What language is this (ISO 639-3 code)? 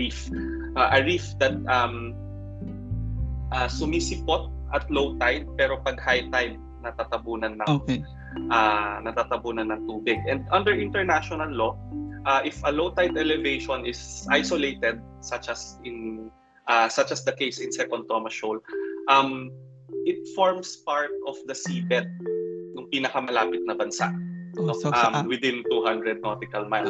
fil